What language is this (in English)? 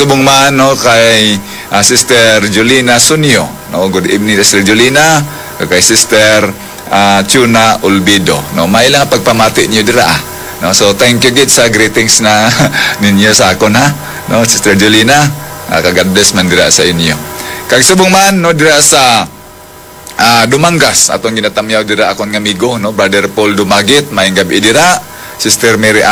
Hiligaynon